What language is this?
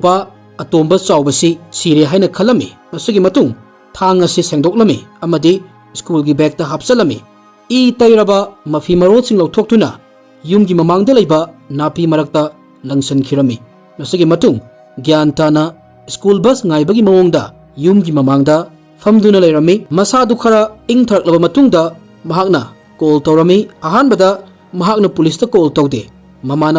Manipuri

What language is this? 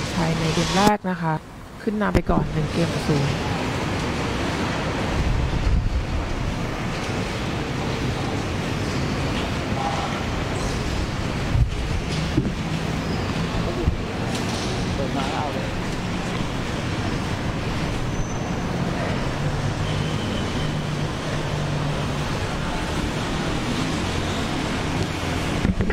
Thai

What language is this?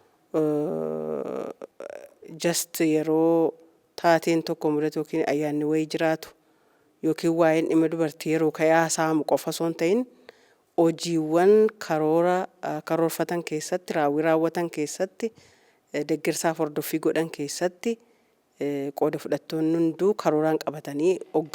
Oromo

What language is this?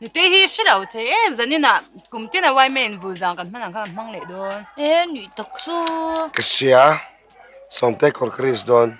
Mizo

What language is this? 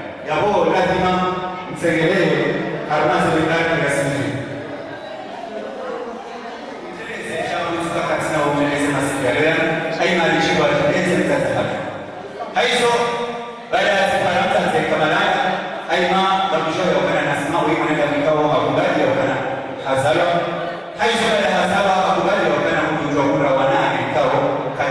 Swahili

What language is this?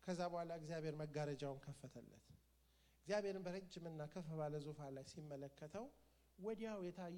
Amharic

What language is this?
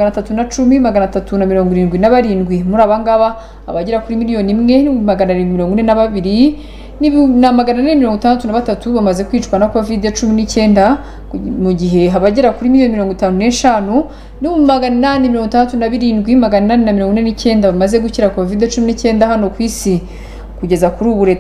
Kinyarwanda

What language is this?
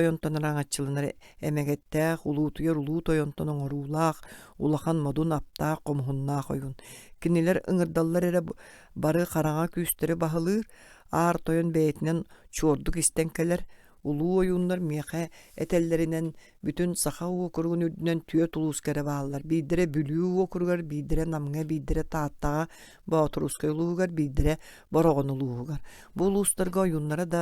Yakut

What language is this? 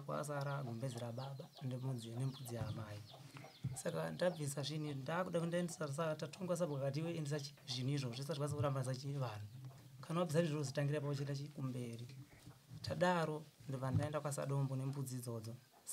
Shona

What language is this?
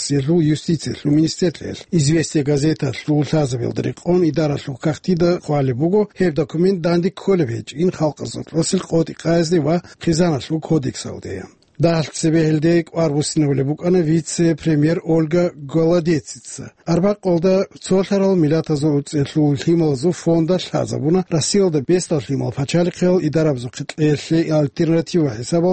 Avaric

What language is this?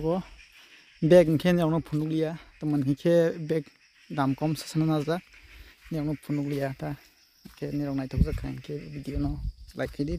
Kok Borok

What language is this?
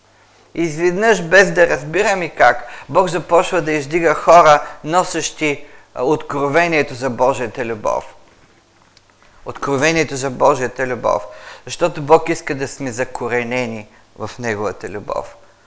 Bulgarian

